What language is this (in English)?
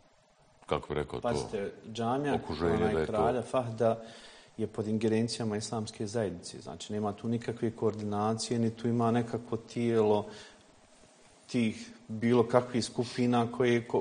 Bosnian